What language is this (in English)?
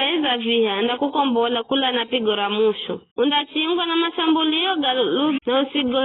Giryama